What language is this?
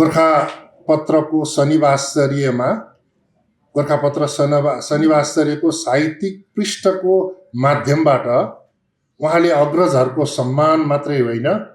Nepali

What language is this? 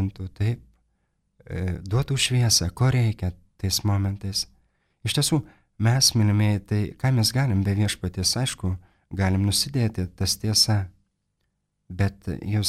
Lithuanian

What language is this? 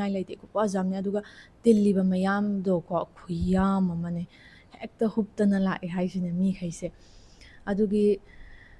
Manipuri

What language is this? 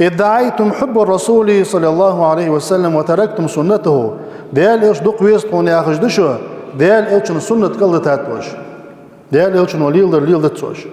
Ingush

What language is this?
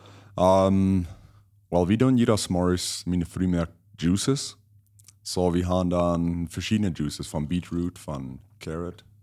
Plautdietsch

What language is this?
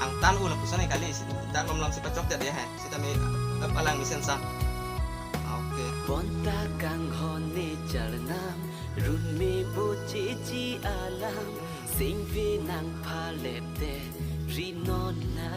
Karbi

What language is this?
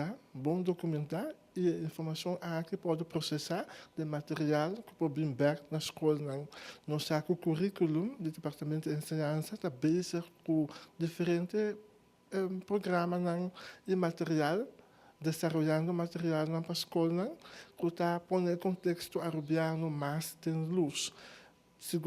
Papiamento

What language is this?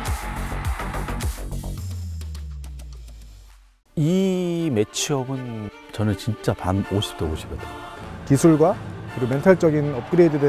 Korean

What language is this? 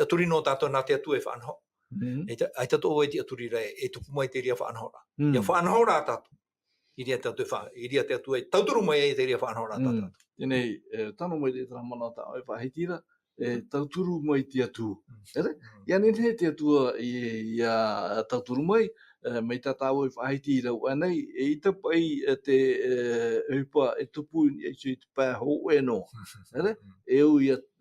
Tahitian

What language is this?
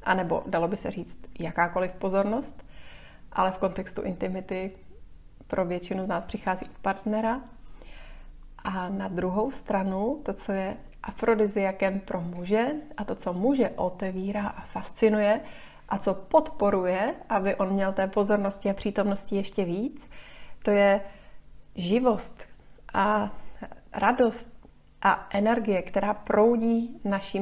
Czech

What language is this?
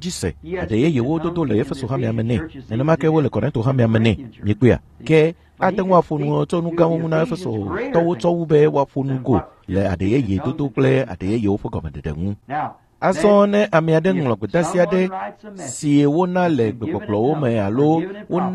Ewe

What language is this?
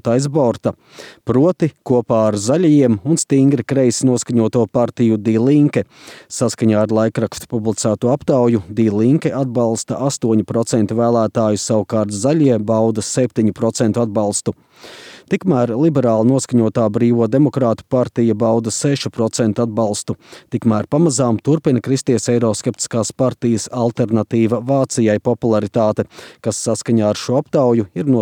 Latvian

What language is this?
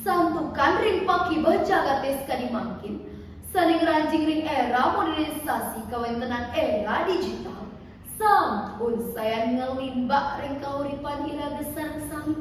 Balinese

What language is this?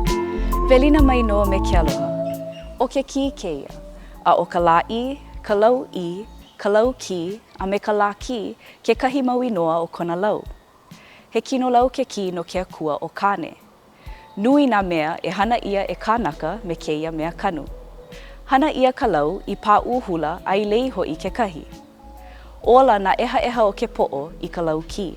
Hawaiian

